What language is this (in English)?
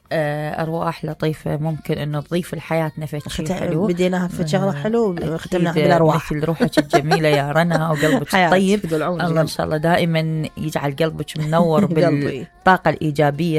Mesopotamian Arabic